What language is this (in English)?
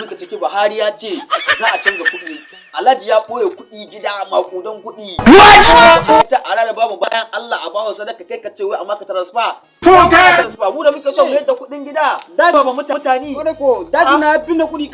Hausa